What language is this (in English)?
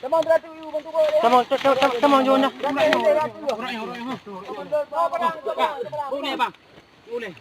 Achinese